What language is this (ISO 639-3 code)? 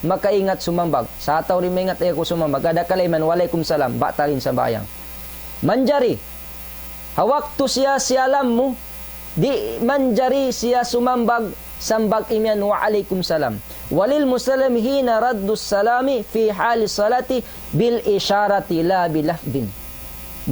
tsg